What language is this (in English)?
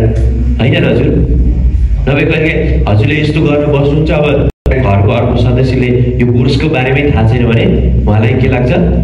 Nepali